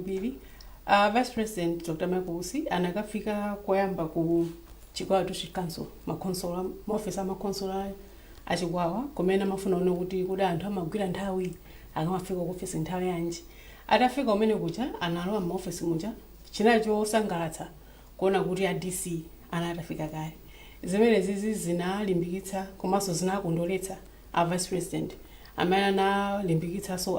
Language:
Nyanja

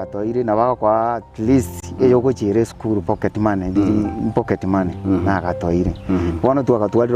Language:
Gusii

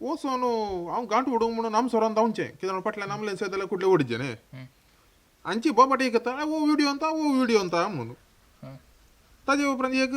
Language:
Konkani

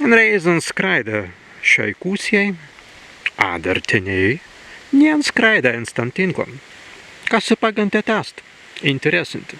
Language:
Prussian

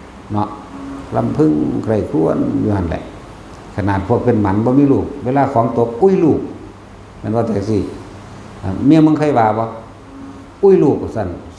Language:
Northeastern Thai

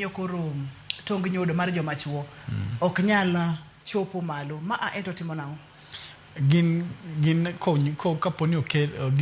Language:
Luo (Kenya and Tanzania)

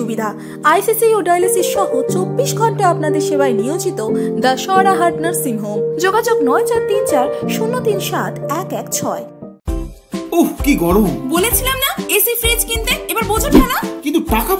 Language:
Bangla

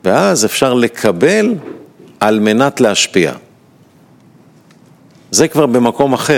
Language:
Hebrew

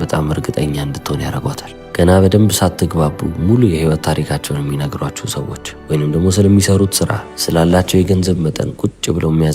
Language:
Amharic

